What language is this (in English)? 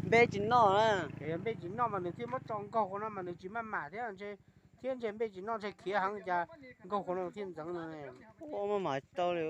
Hmong